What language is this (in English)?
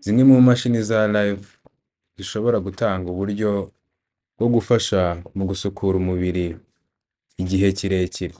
Kinyarwanda